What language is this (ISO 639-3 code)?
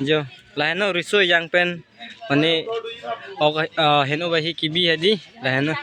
mjw